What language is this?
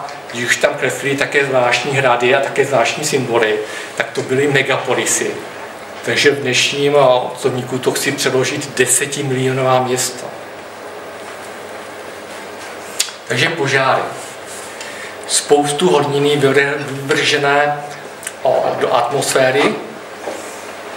Czech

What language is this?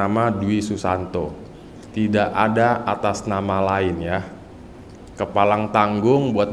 Indonesian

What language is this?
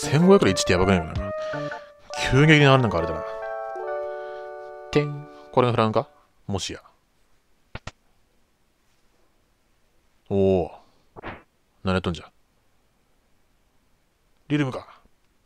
Japanese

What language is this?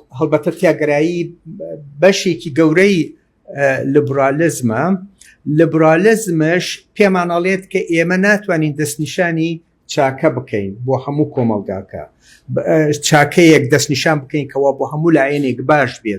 Central Kurdish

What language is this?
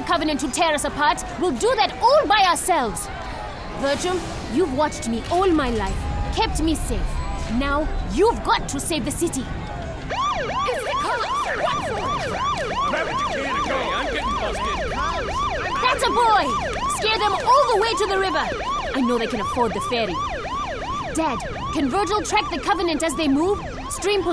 English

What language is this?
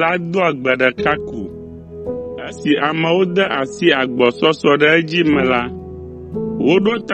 Ewe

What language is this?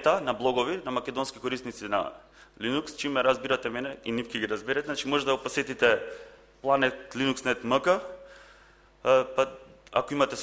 Macedonian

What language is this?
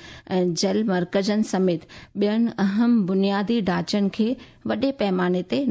Sindhi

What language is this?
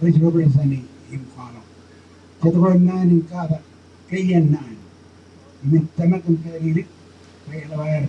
Marshallese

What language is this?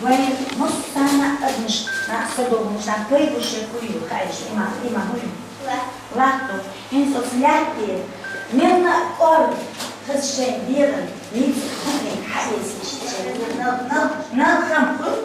Chechen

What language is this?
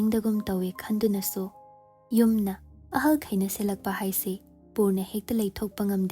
Manipuri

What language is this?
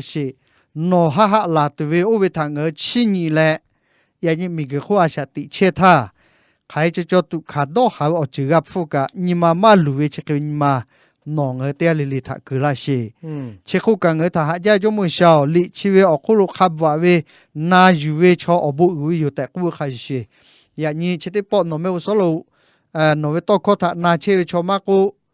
Lahu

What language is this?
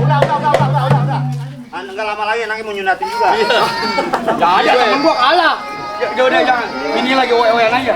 Betawi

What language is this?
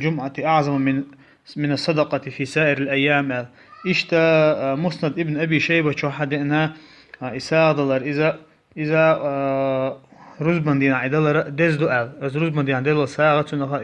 Chechen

